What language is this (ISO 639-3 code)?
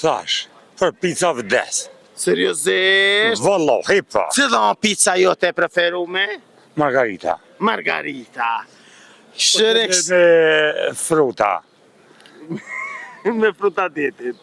sqi